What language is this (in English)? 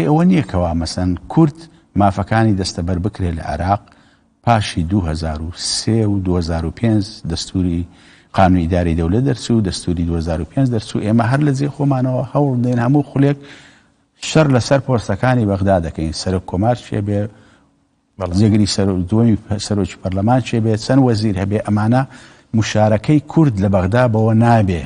Central Kurdish